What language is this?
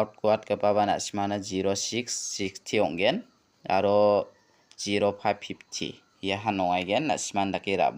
Garo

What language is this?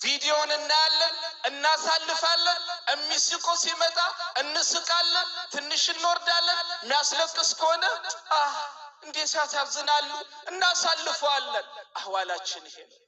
Amharic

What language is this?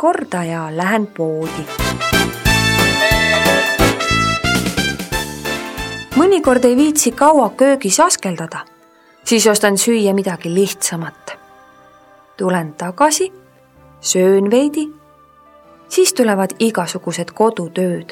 Estonian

